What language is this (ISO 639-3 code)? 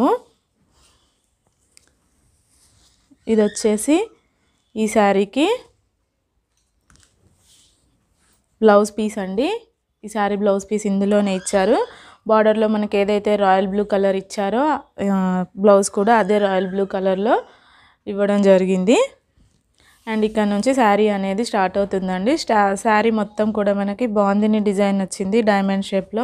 tel